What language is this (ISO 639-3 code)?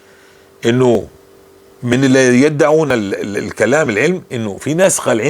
apc